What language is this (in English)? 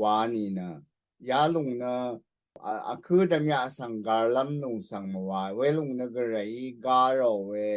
Rawang